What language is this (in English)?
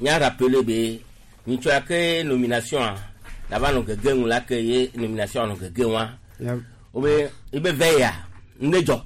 Gen